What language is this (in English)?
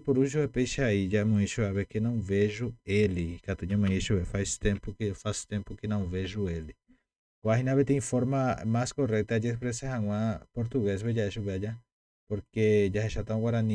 Guarani